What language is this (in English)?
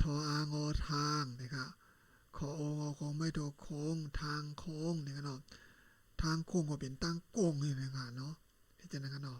Shan